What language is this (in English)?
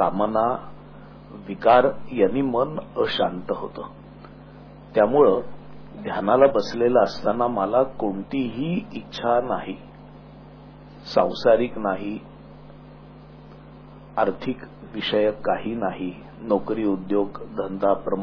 Marathi